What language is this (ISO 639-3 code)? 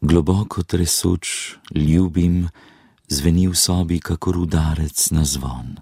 slv